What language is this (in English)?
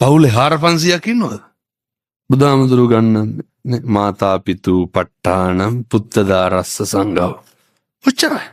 Sinhala